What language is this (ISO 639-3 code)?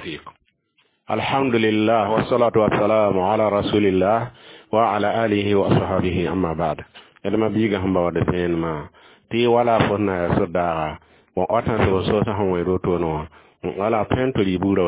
mos